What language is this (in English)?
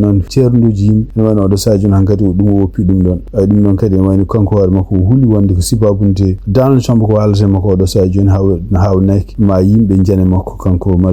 Fula